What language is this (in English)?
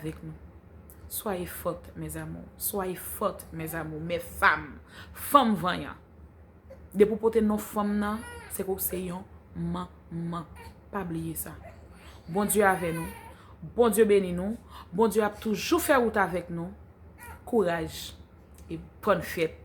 Haitian Creole